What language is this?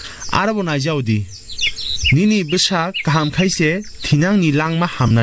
Kok Borok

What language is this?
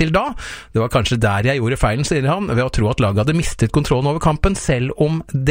Norwegian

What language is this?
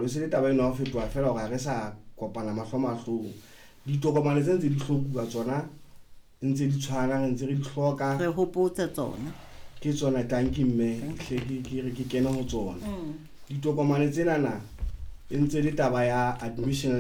Southern Sotho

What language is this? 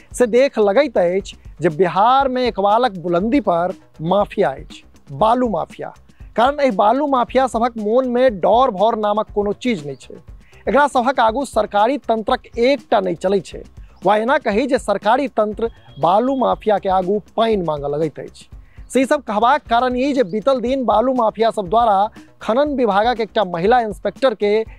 Maithili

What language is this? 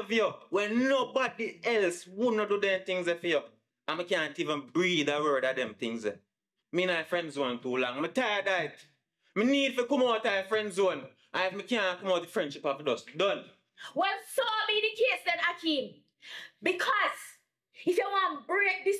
Jamaican Creole English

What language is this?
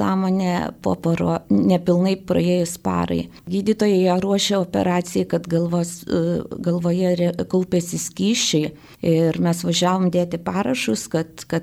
Lithuanian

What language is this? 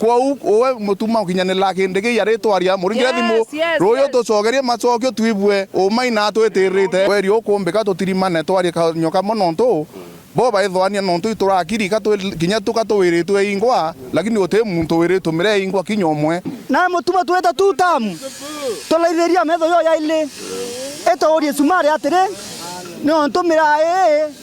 Meru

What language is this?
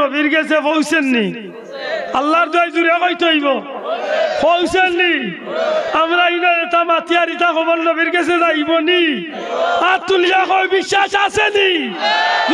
Sylheti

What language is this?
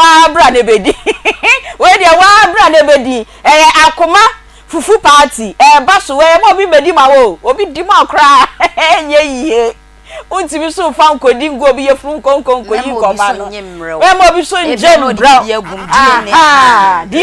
Akan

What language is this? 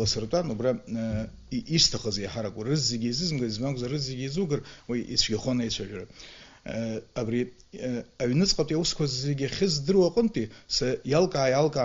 Abkhazian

